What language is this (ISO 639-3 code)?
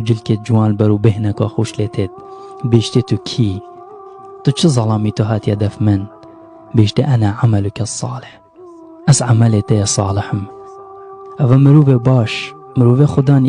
kur